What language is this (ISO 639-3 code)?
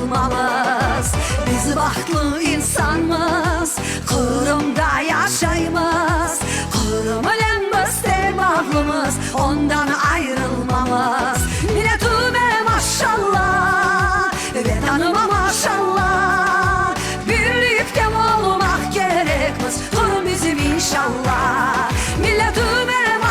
crh